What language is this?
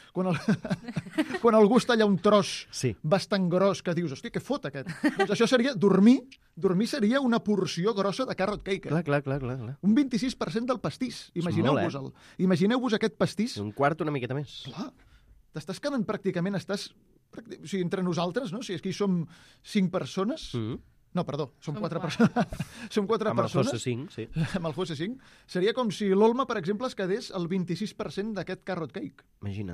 Catalan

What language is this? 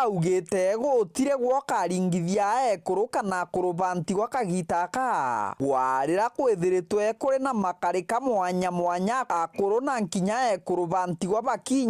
Meru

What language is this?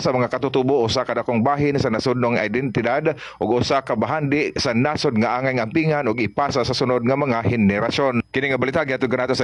Cebuano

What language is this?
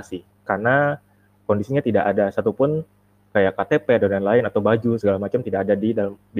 Indonesian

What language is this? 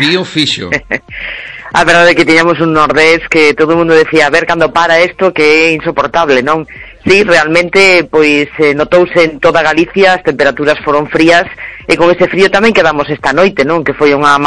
Galician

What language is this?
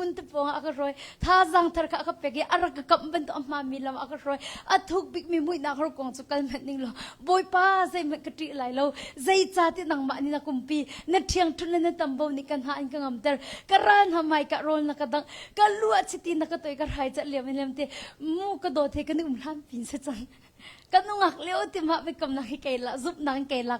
Hakha Chin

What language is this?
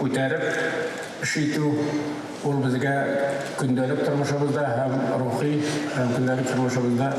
Tatar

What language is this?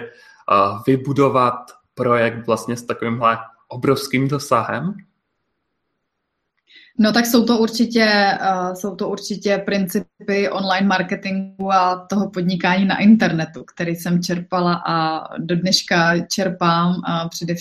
Czech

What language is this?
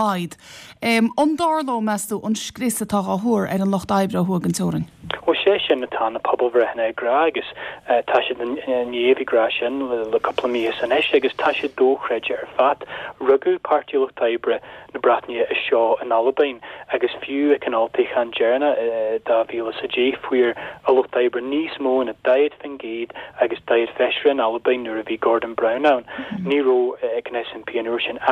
Irish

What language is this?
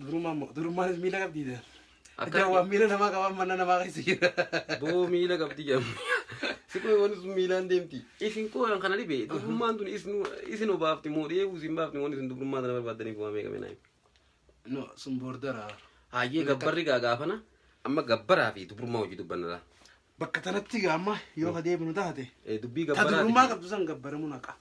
Oromo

